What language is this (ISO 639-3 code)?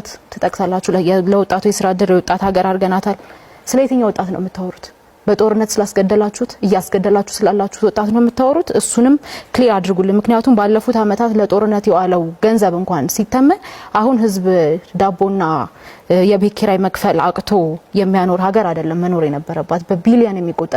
amh